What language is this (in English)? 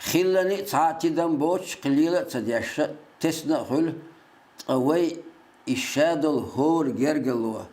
Chechen